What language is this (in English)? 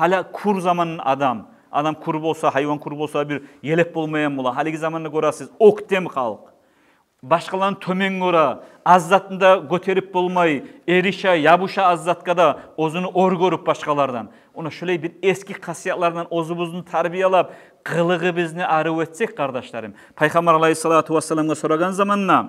Kumyk